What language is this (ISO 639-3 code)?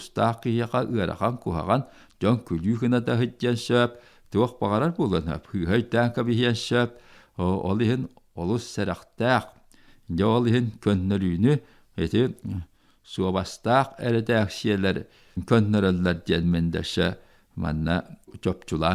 sah